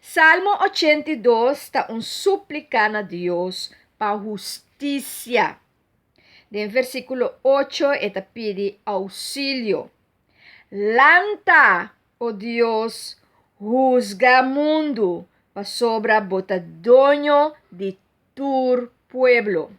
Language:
Papiamento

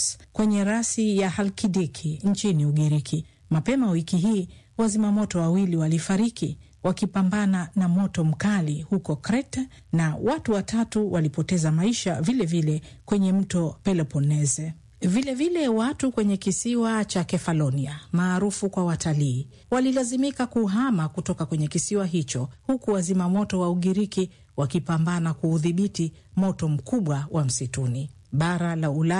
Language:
Swahili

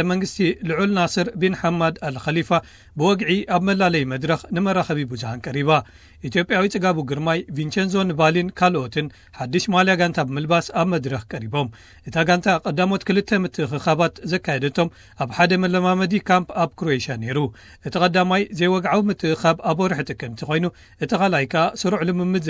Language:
Tigrinya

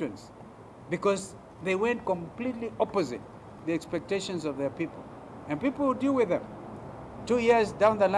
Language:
Kamba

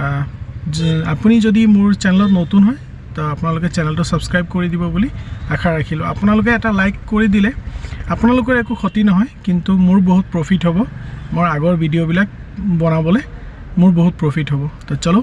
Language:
Assamese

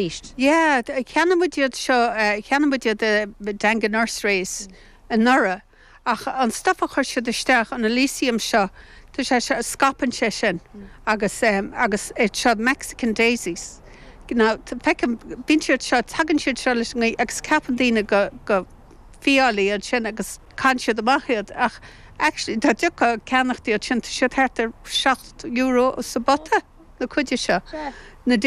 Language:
Irish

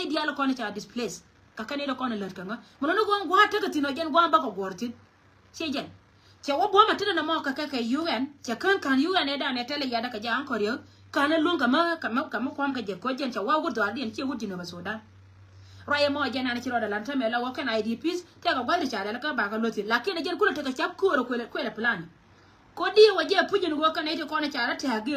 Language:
Nuer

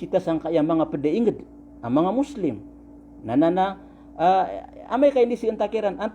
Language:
Maranao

